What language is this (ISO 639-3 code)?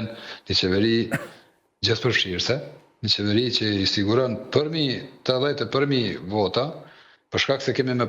sqi